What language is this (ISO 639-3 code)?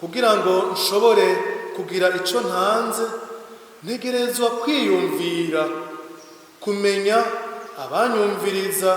run